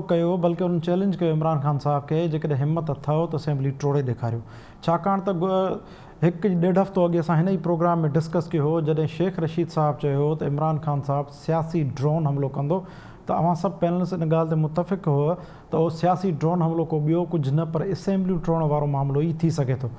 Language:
Sindhi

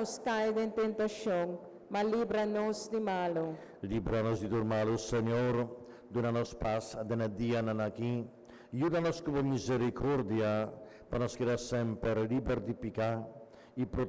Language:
Papiamento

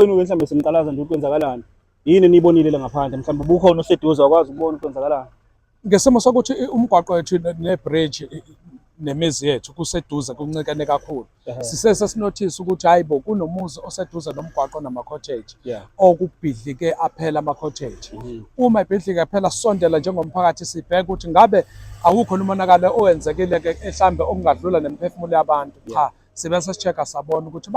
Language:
Zulu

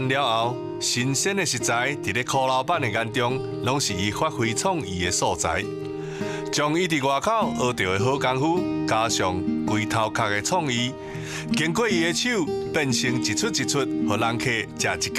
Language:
Min Nan Chinese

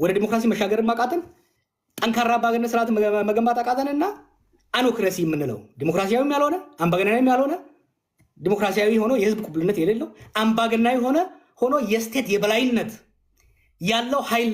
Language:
Amharic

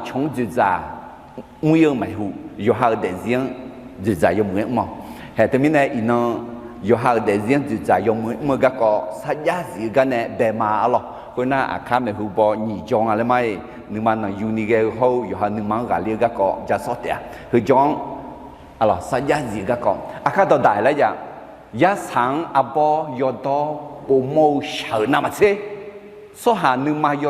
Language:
Akha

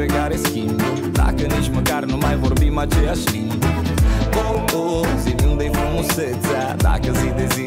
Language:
Romanian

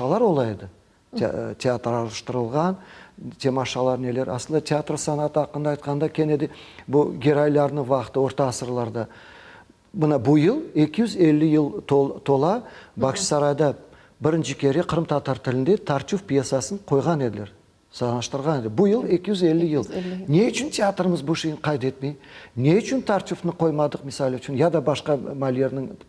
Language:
Crimean Tatar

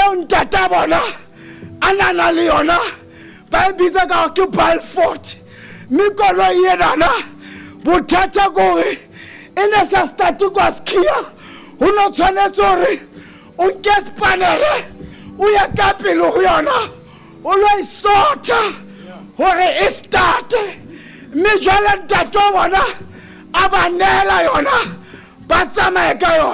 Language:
Southern Sotho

